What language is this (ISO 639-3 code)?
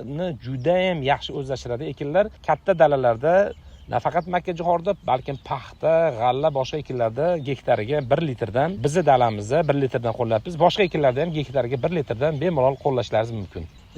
uzb